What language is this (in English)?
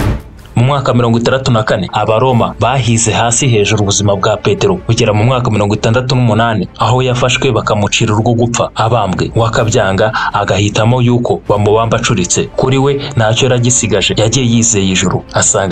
Kinyarwanda